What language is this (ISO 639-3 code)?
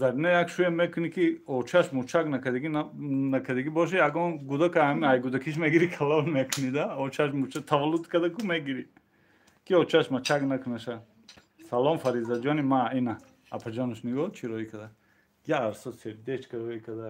tgk